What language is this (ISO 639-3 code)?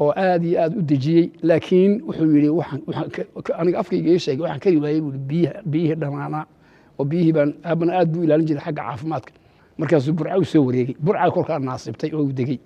som